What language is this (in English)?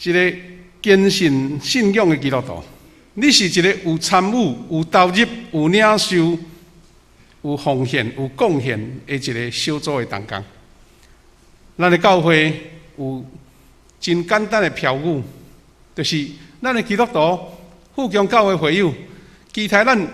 Min Nan Chinese